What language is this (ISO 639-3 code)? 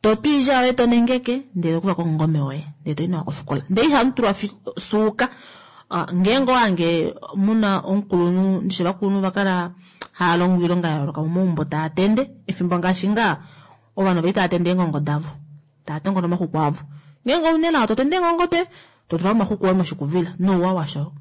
kua